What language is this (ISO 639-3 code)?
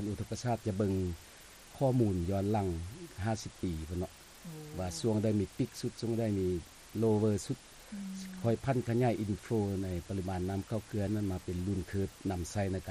lao